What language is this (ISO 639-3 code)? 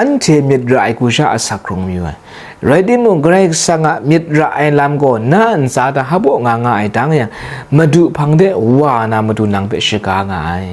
kac